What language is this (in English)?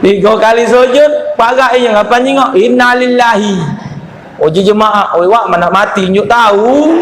Musi